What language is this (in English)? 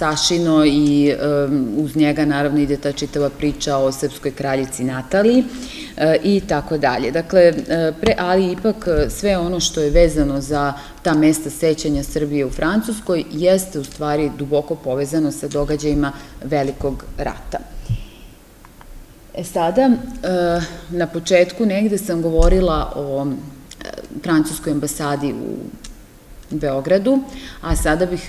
Serbian